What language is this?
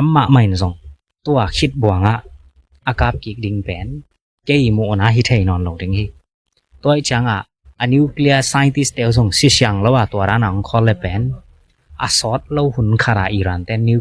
Tedim Chin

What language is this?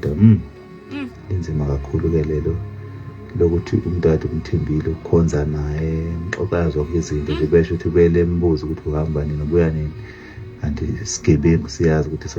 Zulu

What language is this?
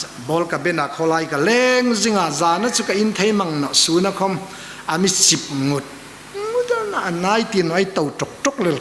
Hmar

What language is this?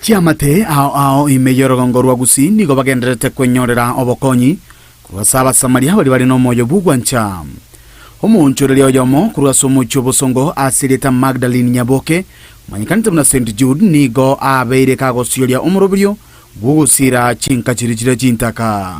Gusii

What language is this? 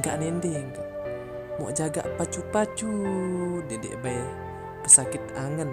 Sasak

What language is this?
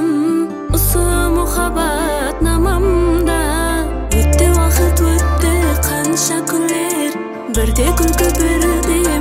Kazakh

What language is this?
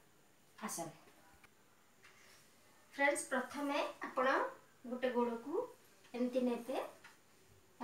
Odia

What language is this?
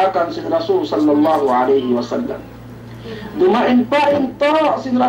Yakan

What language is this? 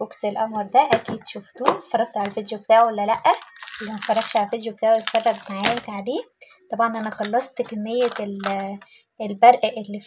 Egyptian Arabic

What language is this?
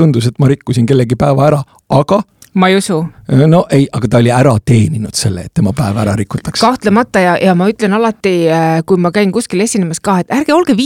Estonian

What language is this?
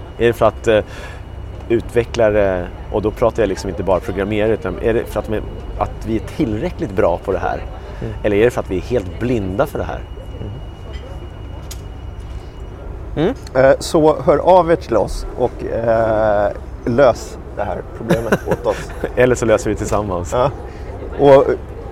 Swedish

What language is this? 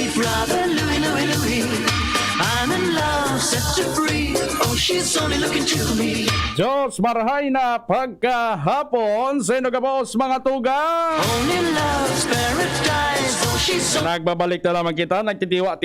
Bikol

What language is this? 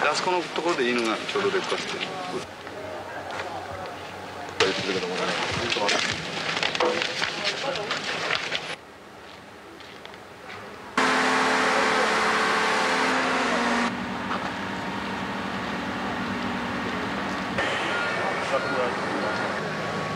Japanese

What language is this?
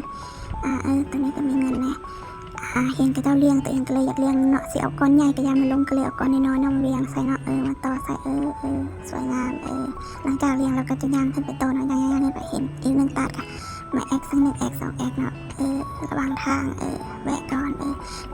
Lao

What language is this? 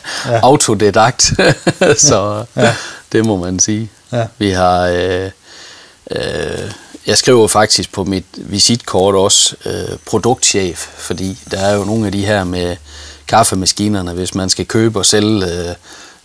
Danish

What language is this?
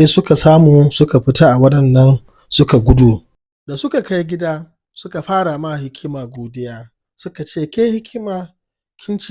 Hausa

